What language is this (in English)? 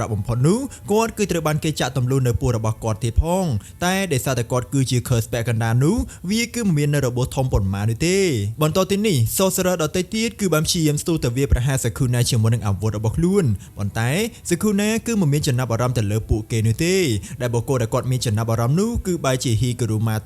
Khmer